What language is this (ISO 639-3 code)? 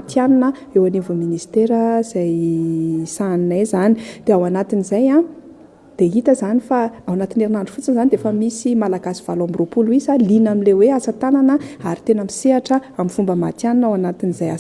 mlg